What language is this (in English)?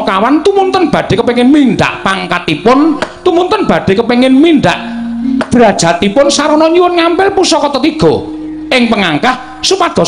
Javanese